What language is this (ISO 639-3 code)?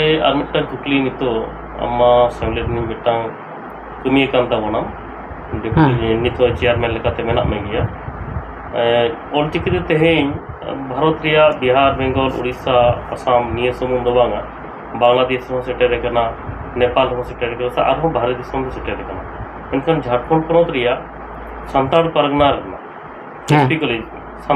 sat